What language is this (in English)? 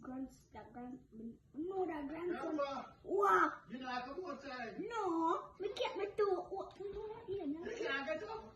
Jamaican Creole English